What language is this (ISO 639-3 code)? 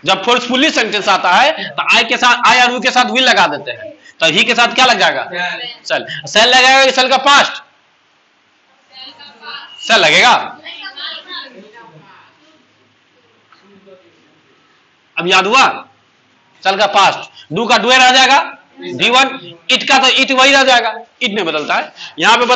hin